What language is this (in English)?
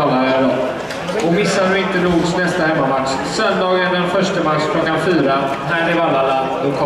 Swedish